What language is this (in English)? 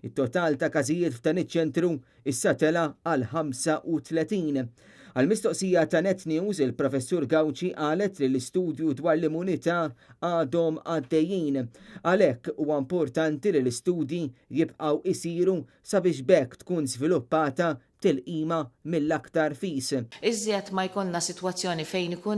Maltese